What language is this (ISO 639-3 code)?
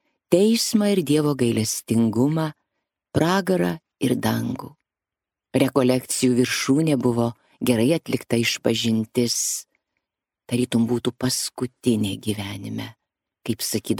lit